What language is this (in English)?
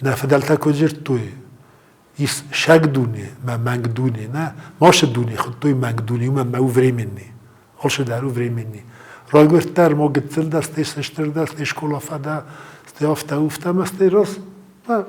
Ossetic